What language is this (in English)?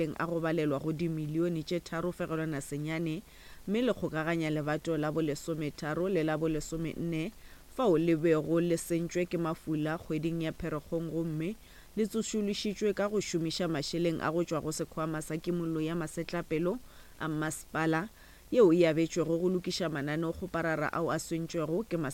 Northern Sotho